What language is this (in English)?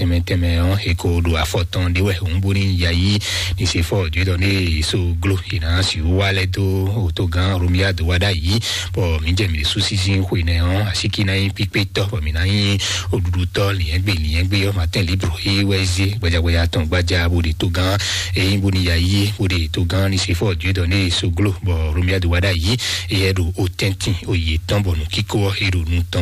Fon